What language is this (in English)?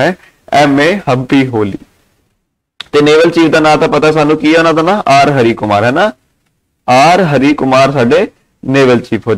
Punjabi